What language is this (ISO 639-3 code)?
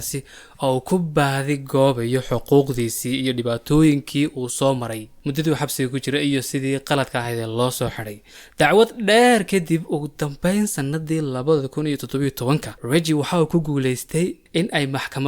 som